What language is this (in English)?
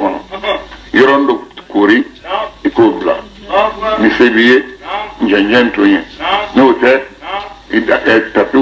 Bambara